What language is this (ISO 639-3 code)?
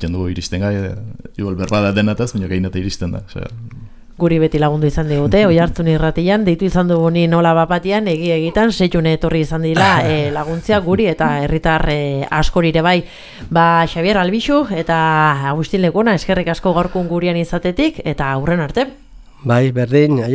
eus